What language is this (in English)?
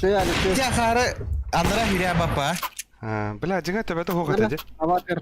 Yakut